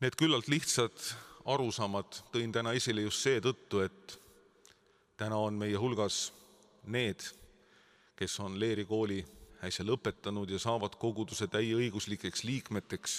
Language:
Estonian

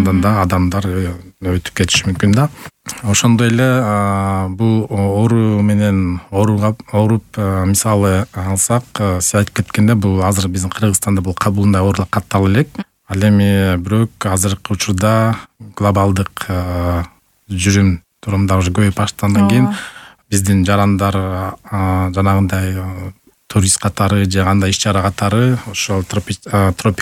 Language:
Kyrgyz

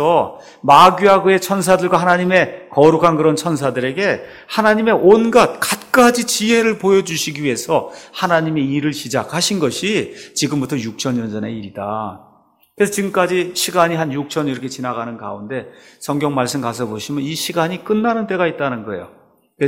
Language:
Korean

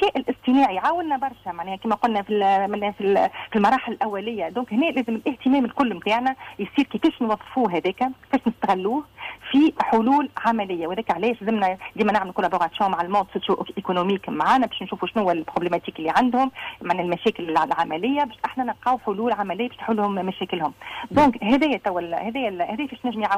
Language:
Tunisian Arabic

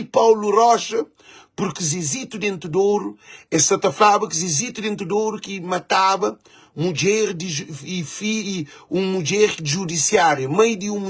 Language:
Kabuverdianu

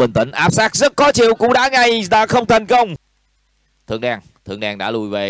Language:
Vietnamese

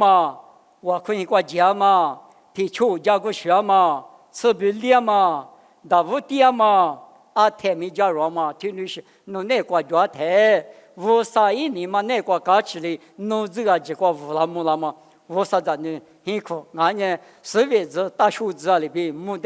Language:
Lisu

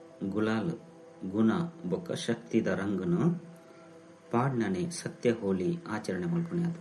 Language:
Tulu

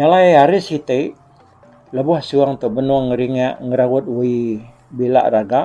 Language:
Iban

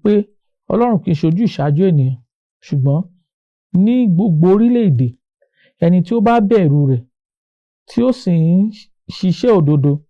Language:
Yoruba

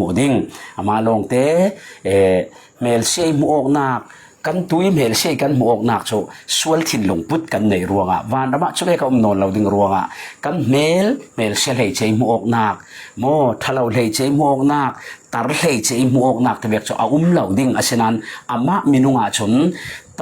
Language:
Falam Chin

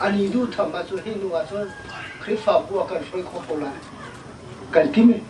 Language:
Hakha Chin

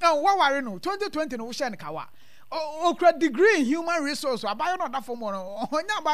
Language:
Akan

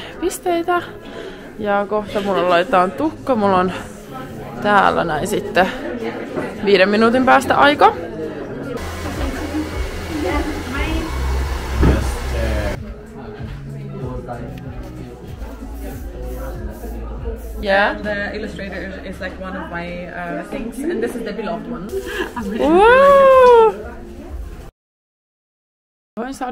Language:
Finnish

